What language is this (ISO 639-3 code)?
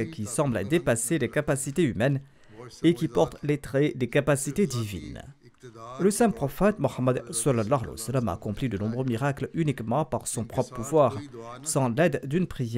fra